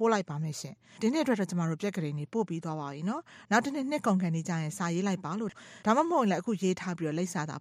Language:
Burmese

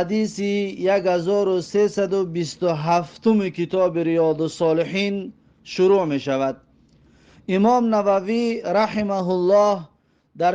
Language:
Tajik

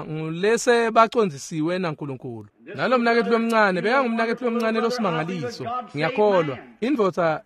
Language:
Swati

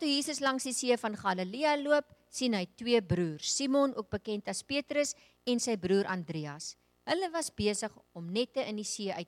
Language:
Afrikaans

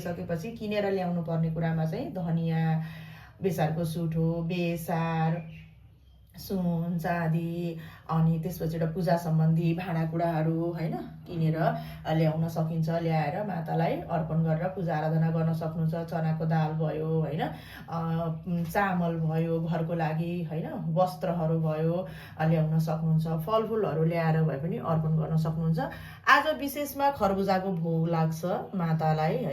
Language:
Nepali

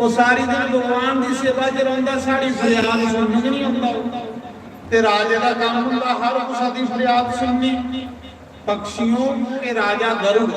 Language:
Dogri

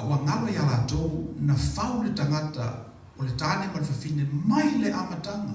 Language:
Samoan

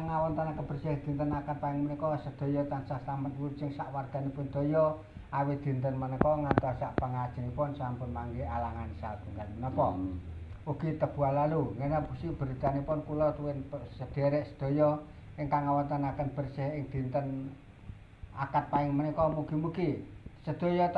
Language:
Javanese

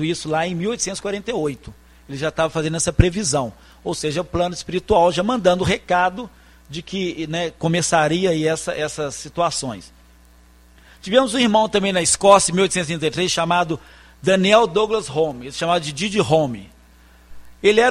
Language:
Portuguese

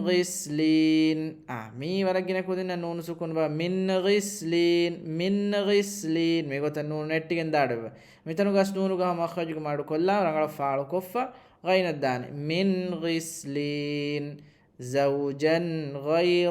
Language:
Divehi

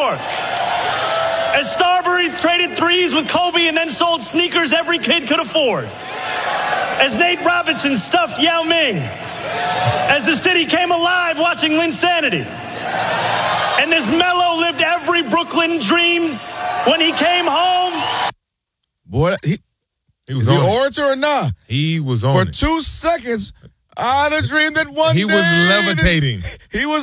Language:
English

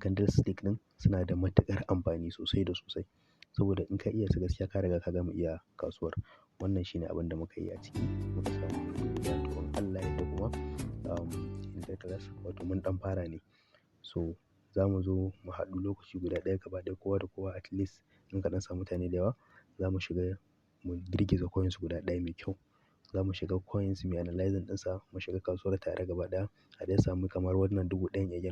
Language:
Hausa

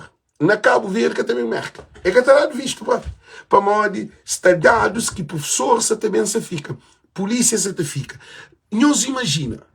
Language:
Kabuverdianu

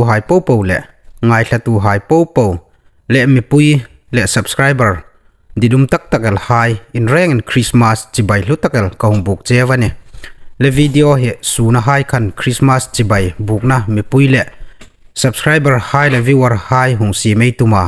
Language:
Hmar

